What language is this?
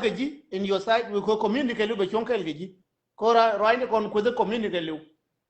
Nuer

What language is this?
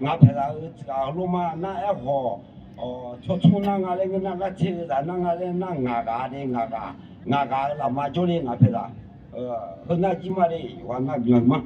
Akha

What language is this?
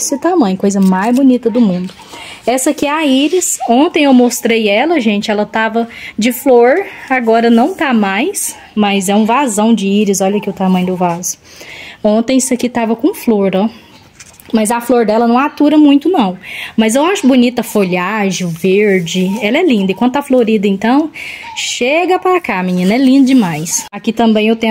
Portuguese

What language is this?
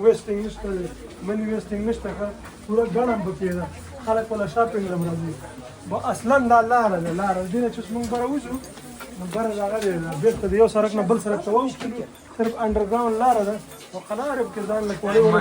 Pashto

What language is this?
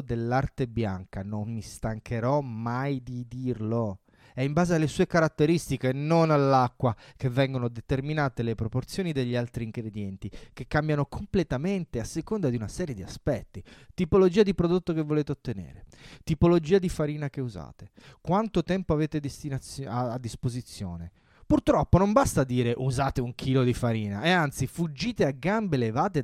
Italian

